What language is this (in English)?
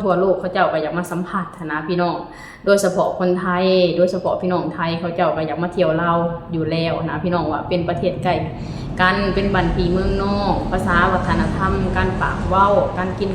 Lao